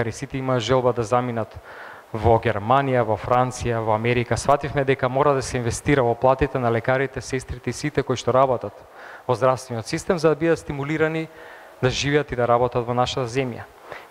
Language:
Macedonian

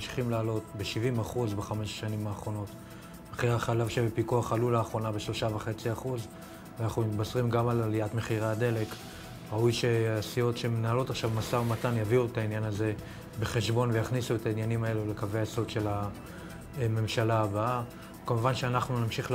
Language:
Hebrew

